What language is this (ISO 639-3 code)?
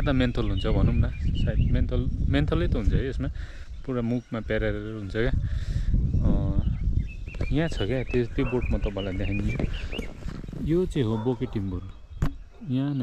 nep